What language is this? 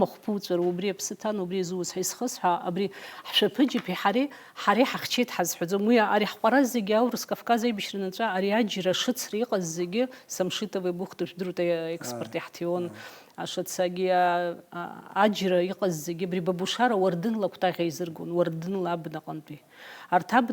Abkhazian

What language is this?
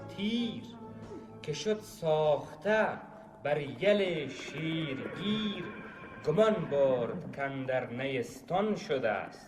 Tajik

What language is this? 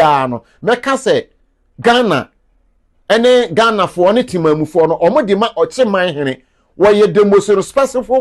Akan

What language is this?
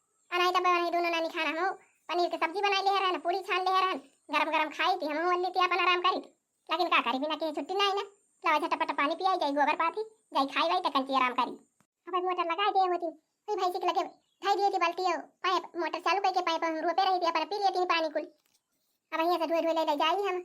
Awadhi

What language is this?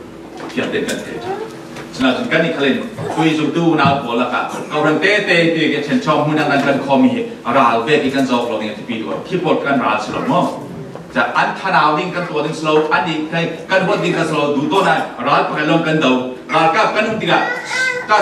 Falam Chin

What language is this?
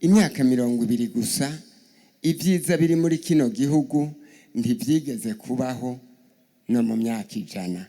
Rundi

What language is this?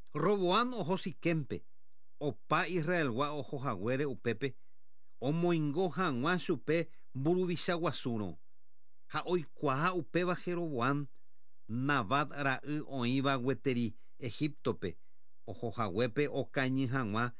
Guarani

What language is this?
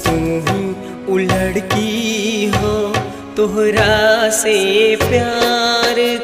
Bhojpuri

